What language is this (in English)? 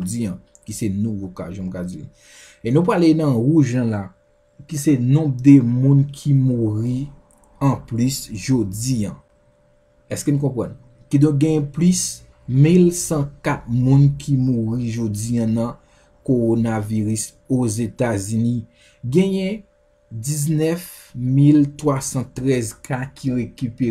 Haitian Creole